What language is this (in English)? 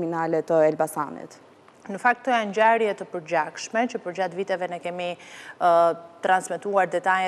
Albanian